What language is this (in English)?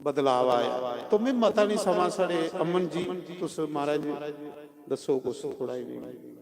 Dogri